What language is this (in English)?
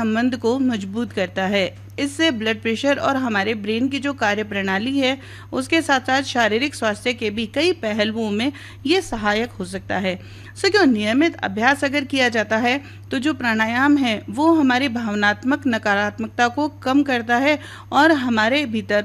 Hindi